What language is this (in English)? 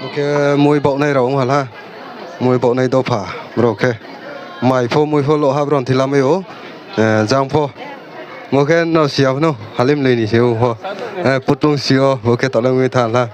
Riang (India)